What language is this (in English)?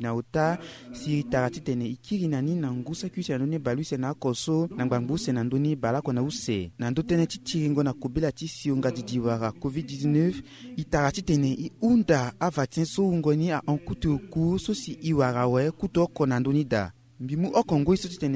Sango